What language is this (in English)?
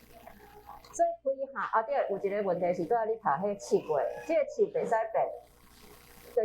Min Nan Chinese